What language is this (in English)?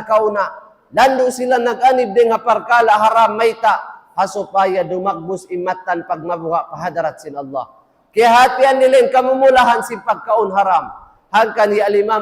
Tausug